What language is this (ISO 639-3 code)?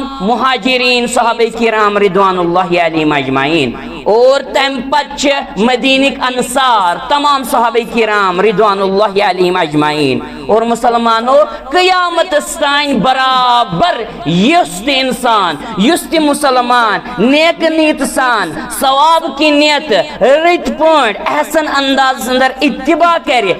kas